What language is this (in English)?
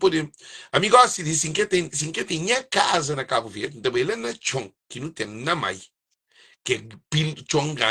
Kabuverdianu